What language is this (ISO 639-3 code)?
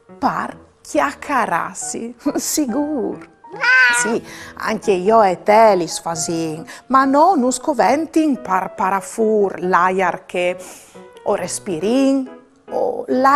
fur